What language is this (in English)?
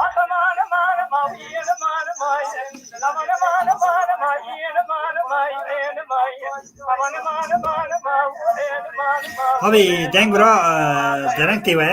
Kurdish